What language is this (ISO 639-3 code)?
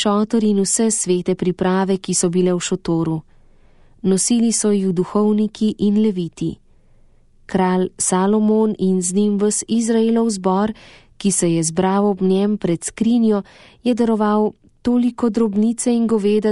slv